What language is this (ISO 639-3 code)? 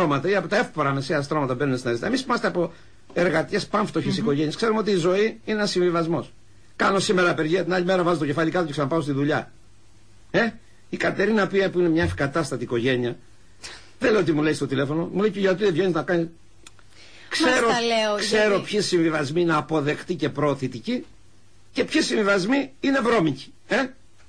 ell